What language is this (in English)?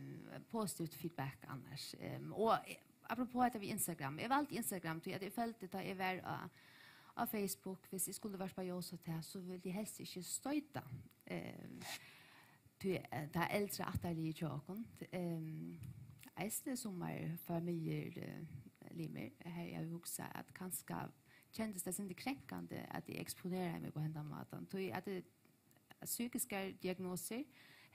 Faroese